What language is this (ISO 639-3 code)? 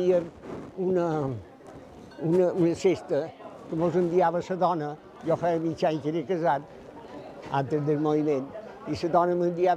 cat